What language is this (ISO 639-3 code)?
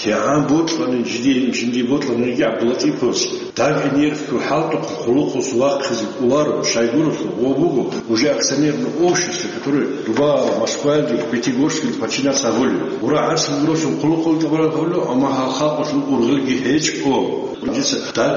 ava